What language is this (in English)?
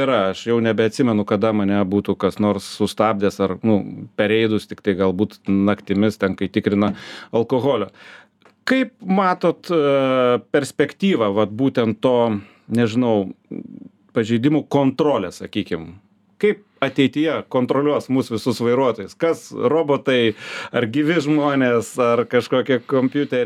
Lithuanian